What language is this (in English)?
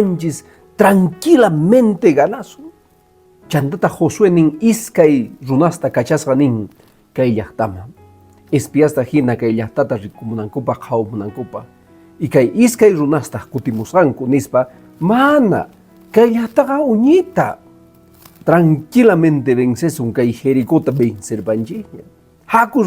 Quechua